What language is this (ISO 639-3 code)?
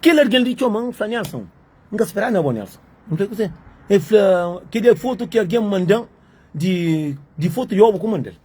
kea